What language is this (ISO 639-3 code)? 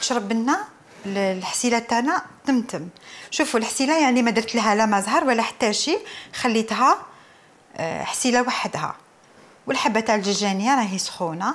arq